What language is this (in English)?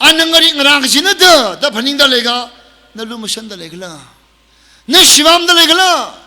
Tangkhul Naga (India)